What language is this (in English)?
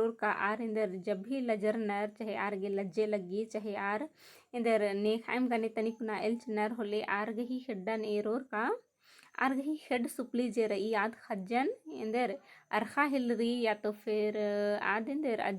Kurukh